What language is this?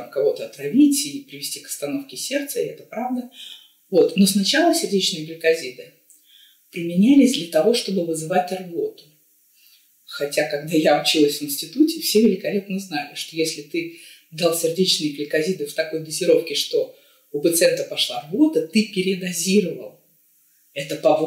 Russian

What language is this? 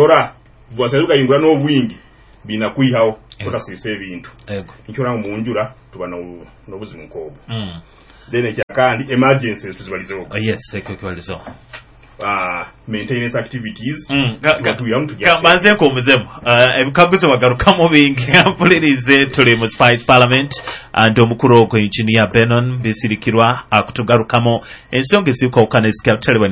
Nyoro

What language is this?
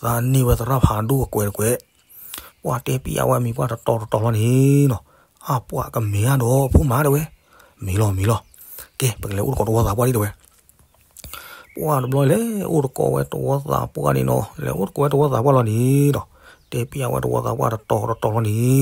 S'gaw Karen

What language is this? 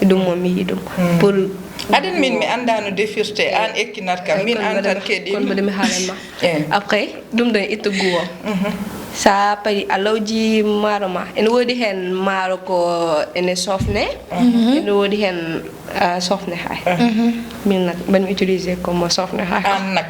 Fula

